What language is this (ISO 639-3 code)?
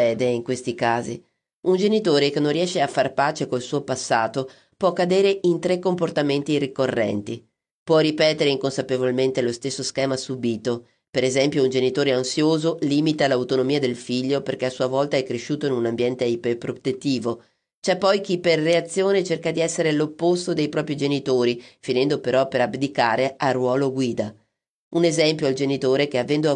ita